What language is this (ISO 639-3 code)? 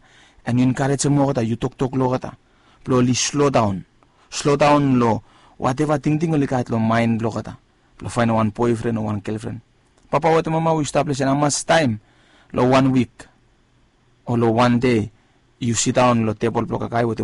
bis